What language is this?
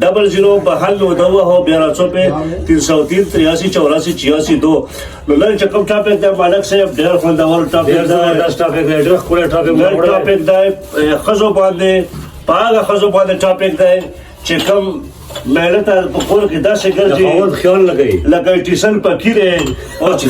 Pashto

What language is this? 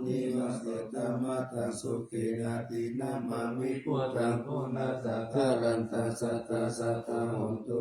Pali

